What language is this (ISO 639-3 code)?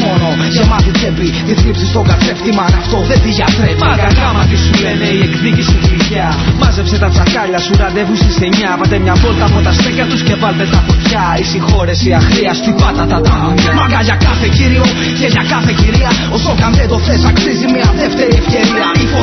ell